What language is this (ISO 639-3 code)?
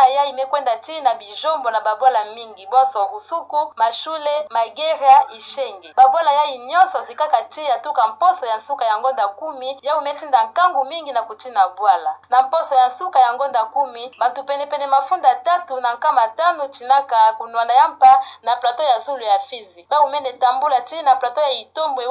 ktu